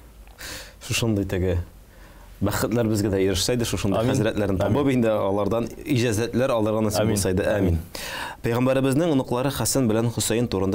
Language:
Tatar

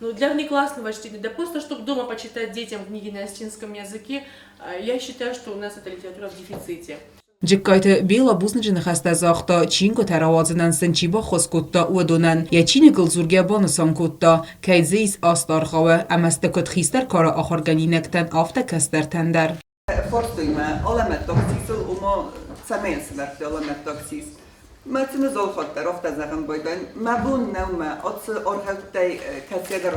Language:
Ossetic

